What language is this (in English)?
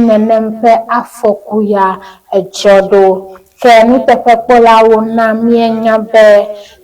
Ewe